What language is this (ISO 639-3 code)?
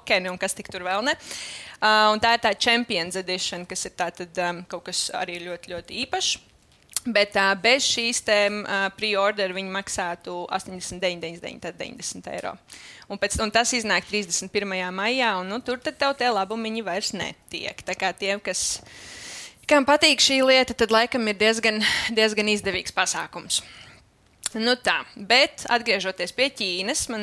lav